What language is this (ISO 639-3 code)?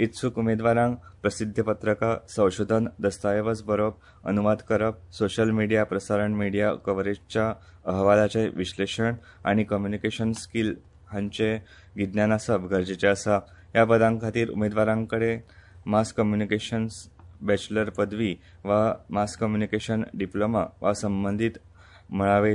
kok